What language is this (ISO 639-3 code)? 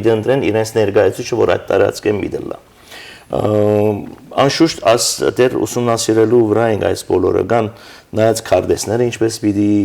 hyw